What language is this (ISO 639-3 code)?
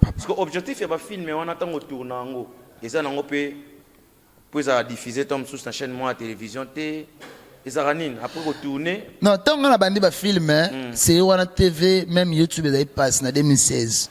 lin